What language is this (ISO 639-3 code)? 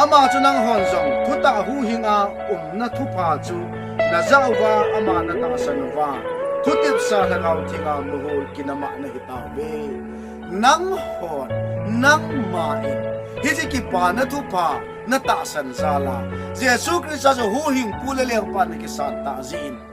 tcz